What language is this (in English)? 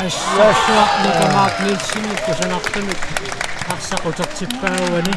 Kalaallisut